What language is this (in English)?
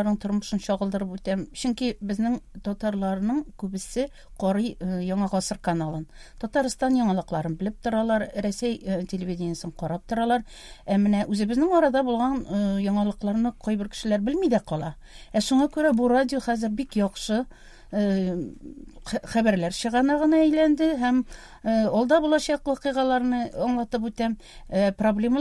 Tatar